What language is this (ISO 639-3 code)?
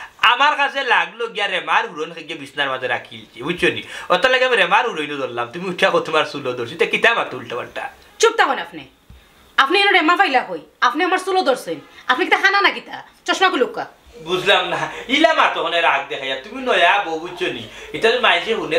syl